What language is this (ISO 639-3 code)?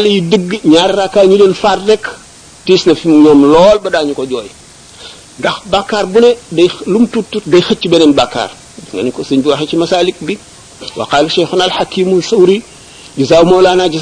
wol